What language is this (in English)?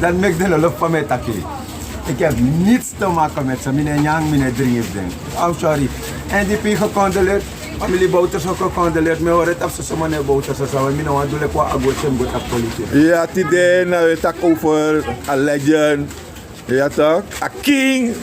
Sranan Tongo